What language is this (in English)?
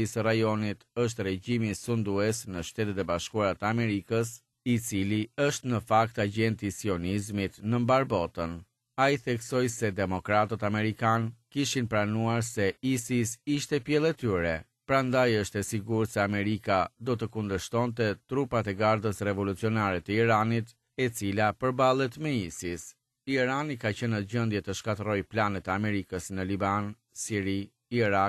Albanian